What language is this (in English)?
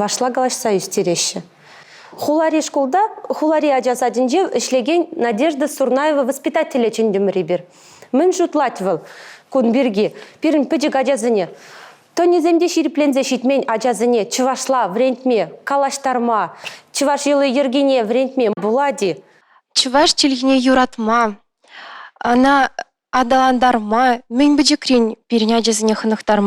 Chuvash